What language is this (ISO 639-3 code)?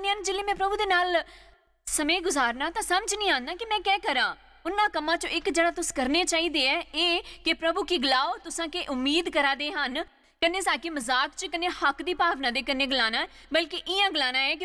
doi